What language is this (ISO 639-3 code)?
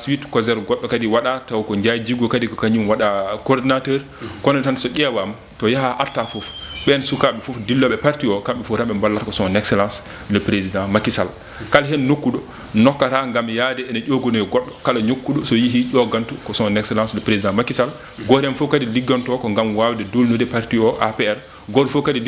ful